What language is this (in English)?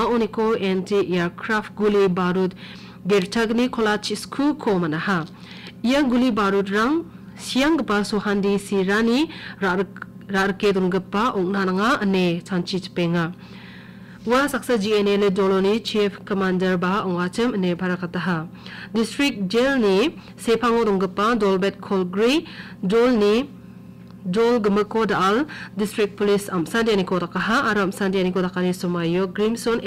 Garo